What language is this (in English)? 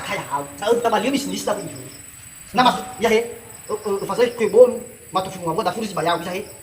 Nias